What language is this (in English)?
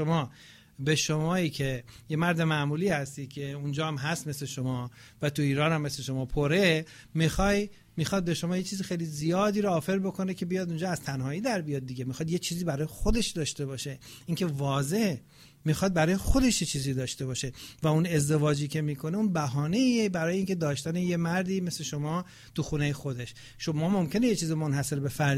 Persian